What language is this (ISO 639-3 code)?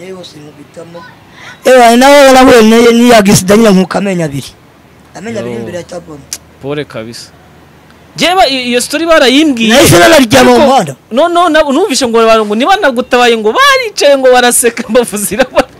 kin